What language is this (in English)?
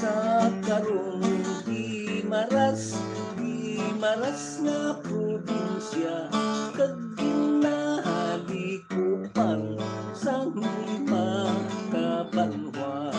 Hiligaynon